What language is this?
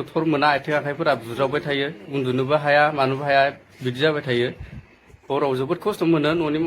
Bodo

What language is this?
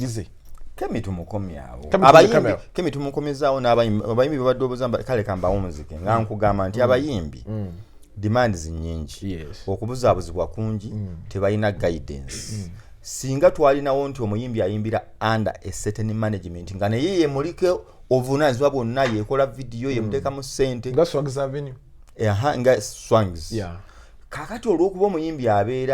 Ganda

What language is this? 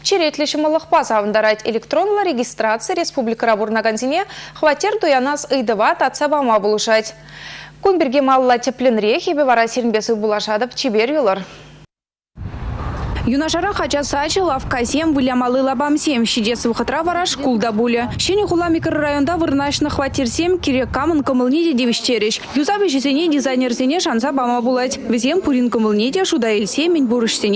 Chuvash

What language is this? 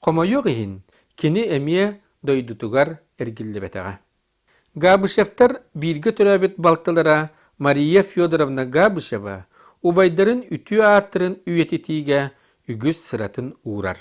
Yakut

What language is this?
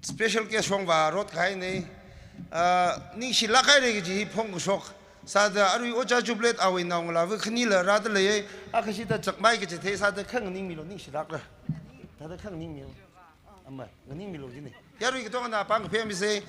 Tangkhul Naga (India)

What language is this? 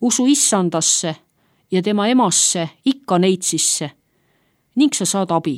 Estonian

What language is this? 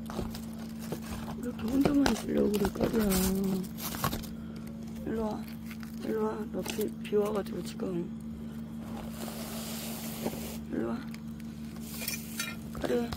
Korean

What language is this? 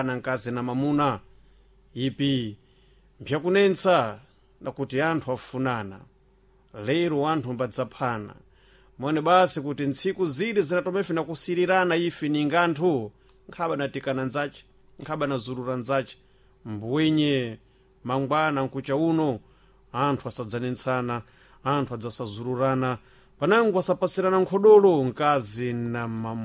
Sena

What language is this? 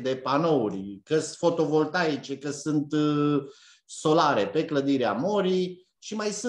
Romanian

